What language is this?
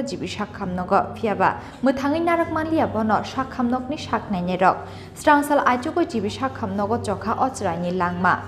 Kok Borok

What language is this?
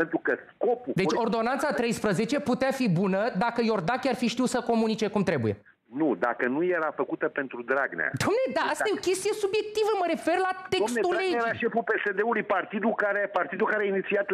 Romanian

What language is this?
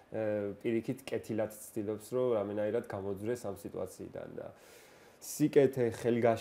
Georgian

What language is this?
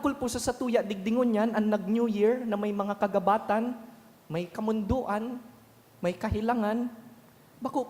Bikol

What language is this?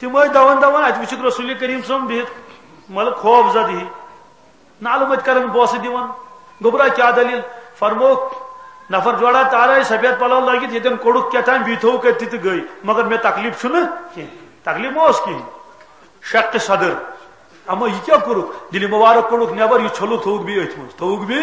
Kashmiri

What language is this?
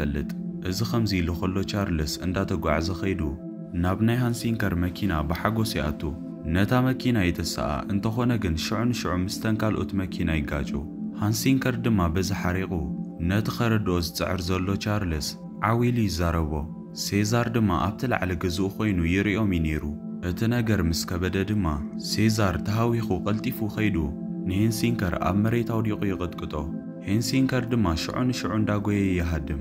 Tigrinya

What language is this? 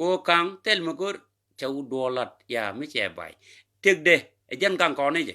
Nuer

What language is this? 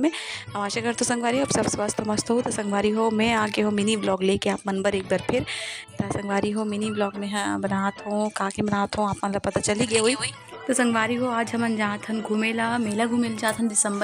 Chhattisgarhi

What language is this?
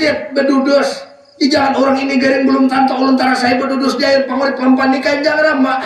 Banjar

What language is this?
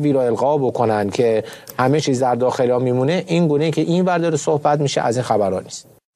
Persian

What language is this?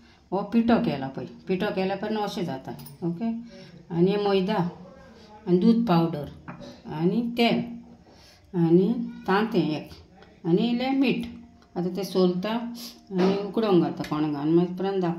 Konkani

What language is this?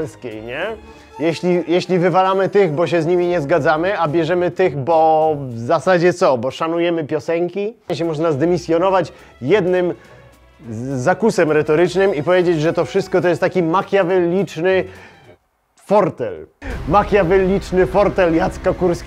Polish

